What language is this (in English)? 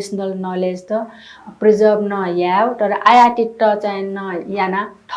Newari